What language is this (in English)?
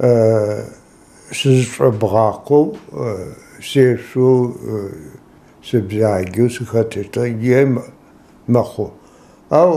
Adyghe